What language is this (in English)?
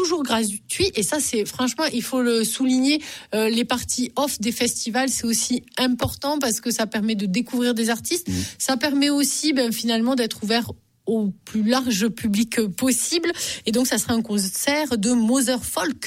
French